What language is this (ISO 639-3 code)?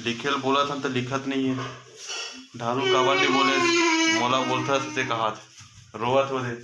hne